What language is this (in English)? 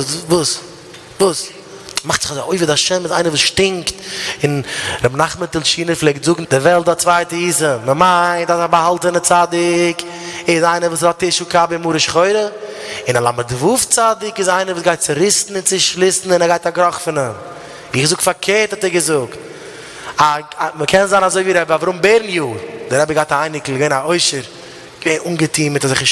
Yiddish